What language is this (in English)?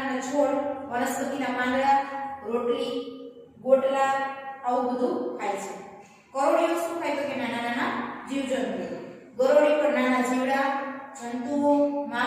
Gujarati